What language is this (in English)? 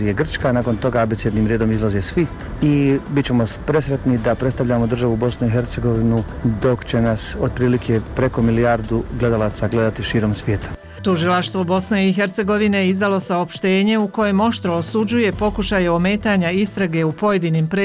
Croatian